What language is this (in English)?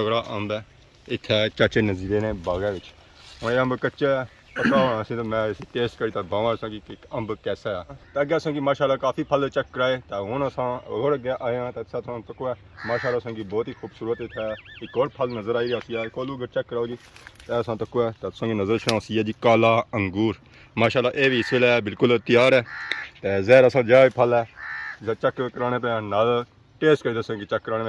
Pahari-Potwari